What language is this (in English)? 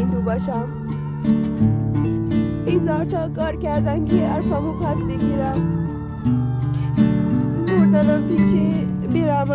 Persian